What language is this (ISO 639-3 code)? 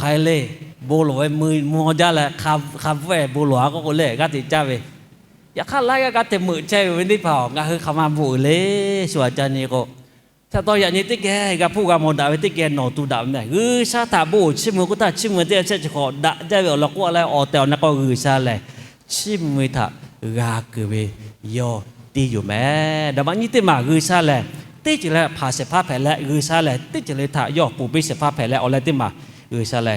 lhu